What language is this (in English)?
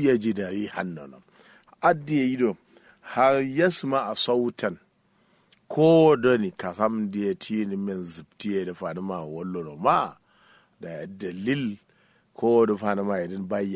Kanuri